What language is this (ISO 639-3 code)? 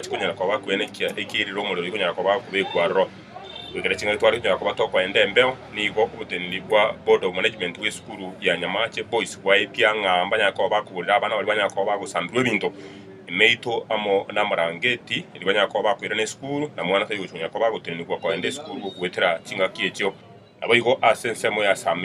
guz